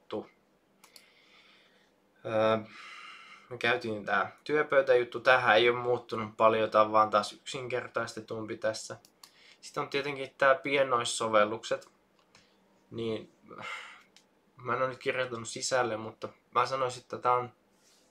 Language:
Finnish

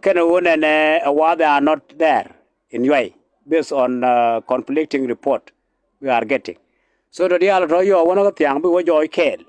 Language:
Nuer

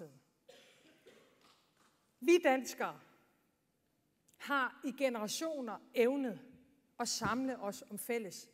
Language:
Danish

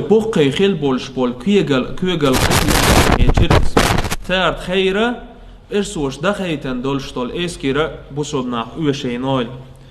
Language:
Chechen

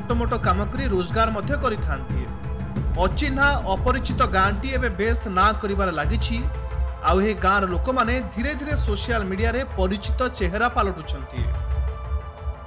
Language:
Odia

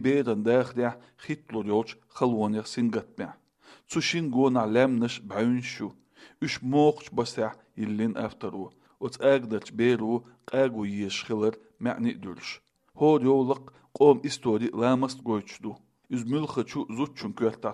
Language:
Chechen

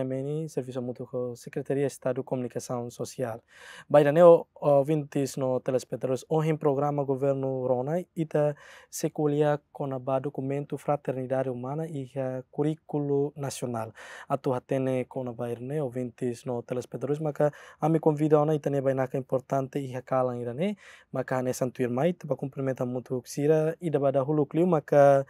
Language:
Tetum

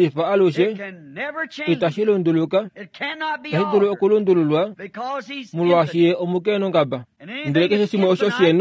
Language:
Kuanyama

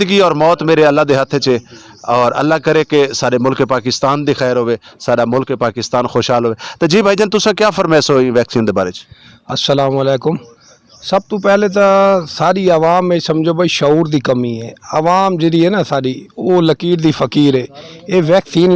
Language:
Saraiki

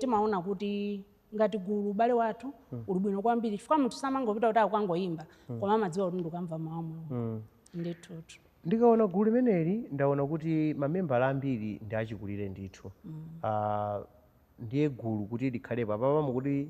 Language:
Nyanja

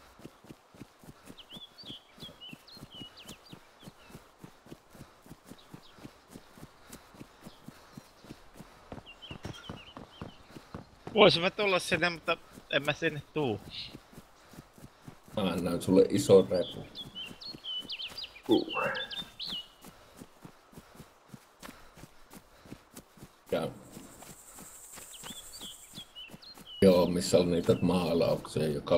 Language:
Finnish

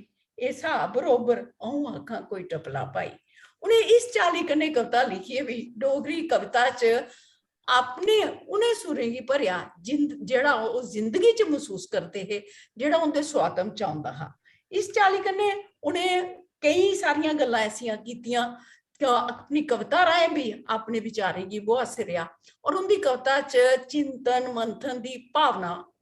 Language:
Dogri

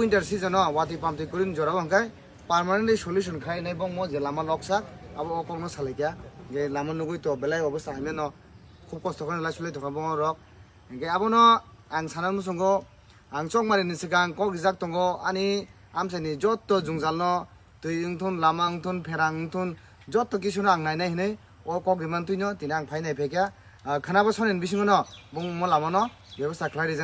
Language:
Kok Borok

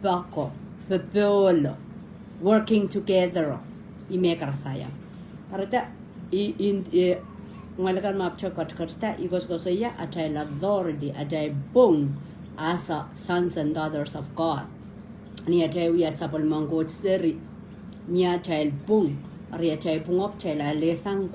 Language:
Pohnpeian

